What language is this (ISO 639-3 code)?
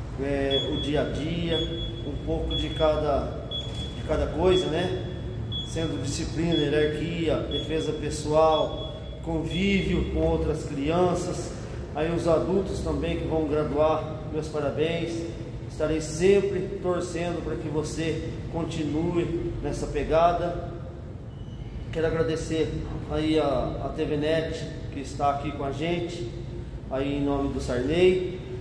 por